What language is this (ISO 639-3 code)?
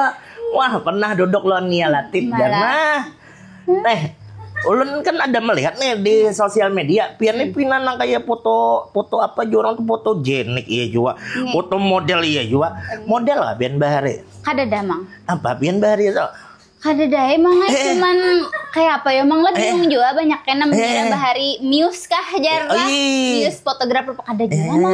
bjn